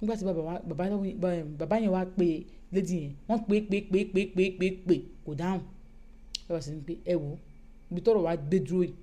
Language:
Yoruba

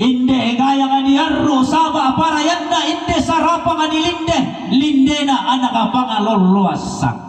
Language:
Toraja-Sa'dan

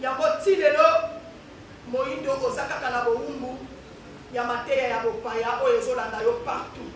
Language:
Lingala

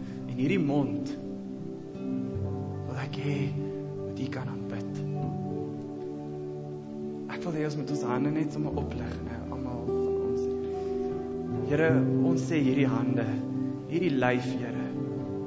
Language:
Afrikaans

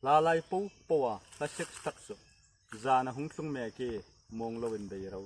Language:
Hmar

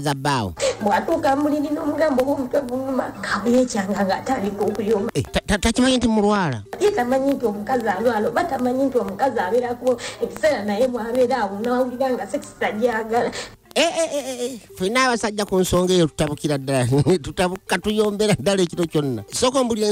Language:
Ganda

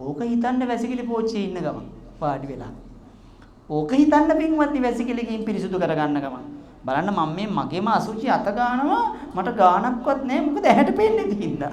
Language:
Sinhala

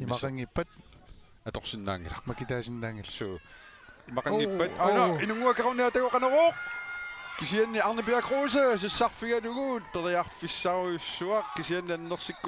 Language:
Kalaallisut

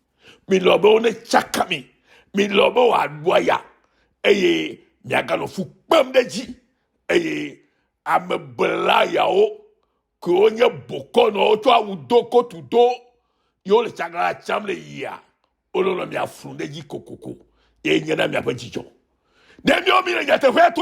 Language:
Ewe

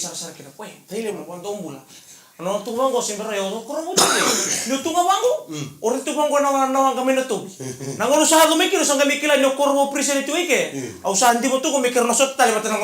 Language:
Fijian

